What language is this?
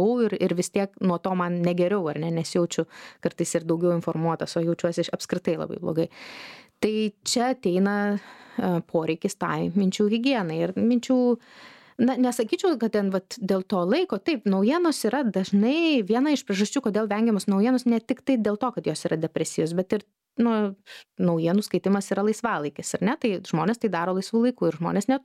Lithuanian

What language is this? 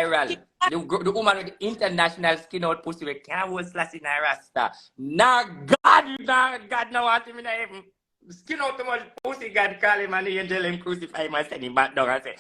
Jamaican Creole English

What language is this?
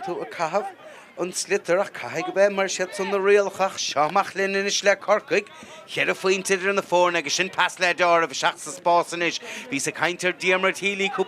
Irish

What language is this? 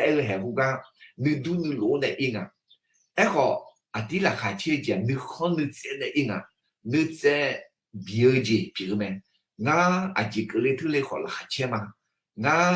Akha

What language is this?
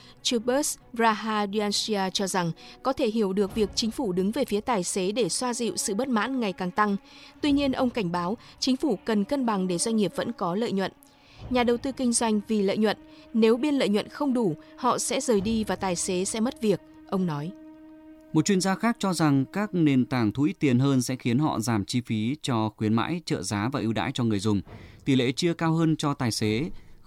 Vietnamese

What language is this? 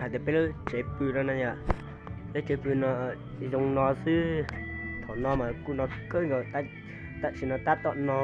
Hmong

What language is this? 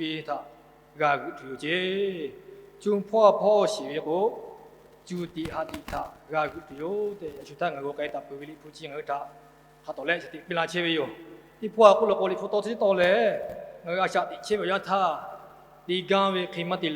Lahu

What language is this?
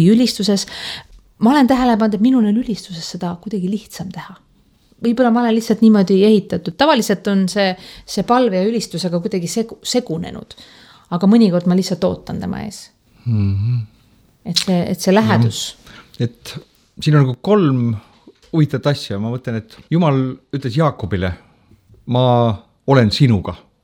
Estonian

